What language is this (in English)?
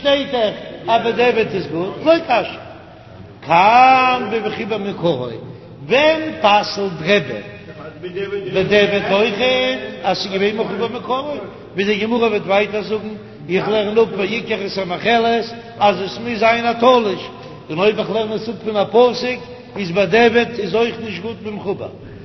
Yiddish